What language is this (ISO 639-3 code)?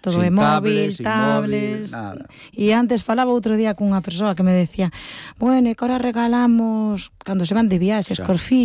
glg